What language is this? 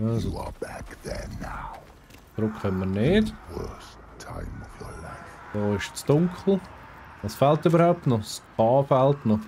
Swiss German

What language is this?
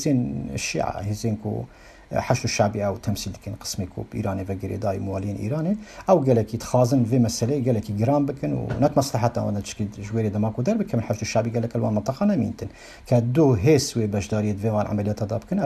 Kurdish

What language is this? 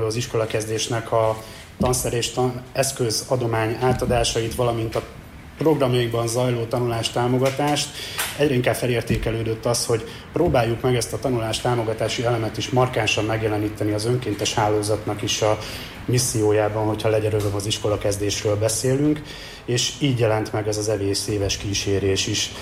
Hungarian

